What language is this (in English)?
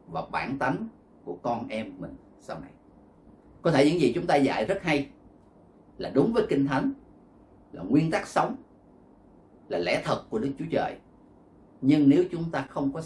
Vietnamese